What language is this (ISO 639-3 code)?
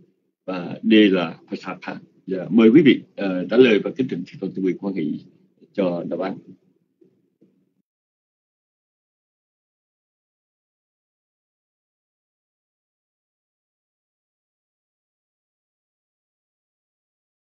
vie